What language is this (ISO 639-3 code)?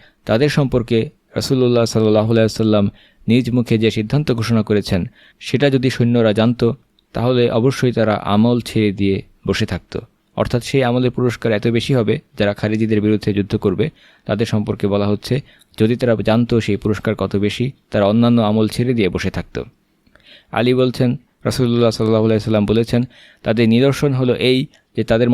ben